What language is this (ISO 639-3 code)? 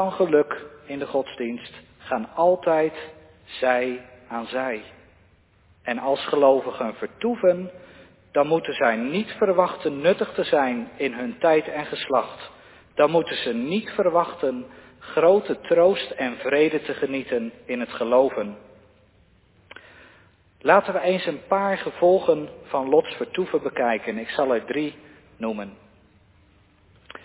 nld